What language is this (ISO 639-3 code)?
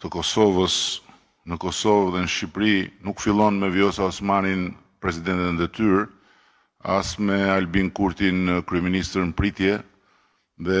sqi